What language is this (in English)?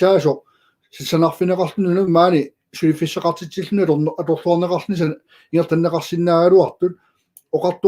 Kalaallisut